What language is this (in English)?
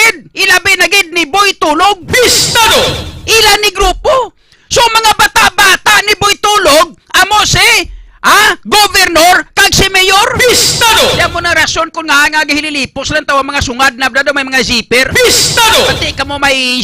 Hiligaynon